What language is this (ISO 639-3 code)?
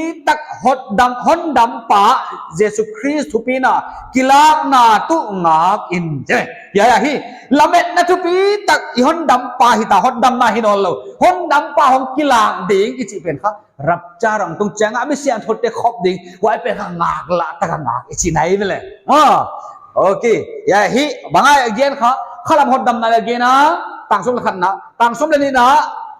pck